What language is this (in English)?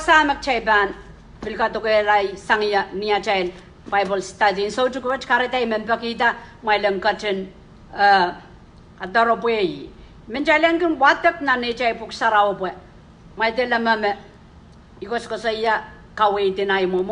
Pohnpeian